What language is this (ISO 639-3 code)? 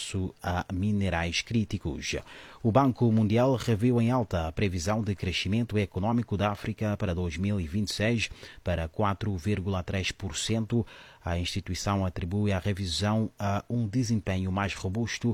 por